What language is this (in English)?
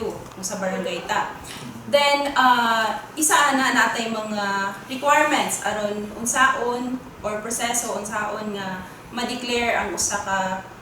Cebuano